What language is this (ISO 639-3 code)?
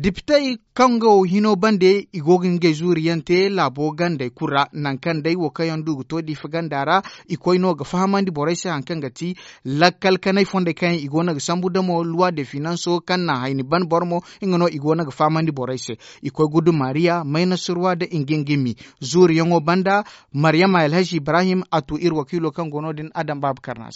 dje